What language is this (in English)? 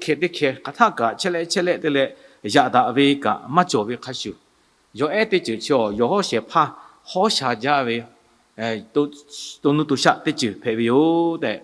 Lahu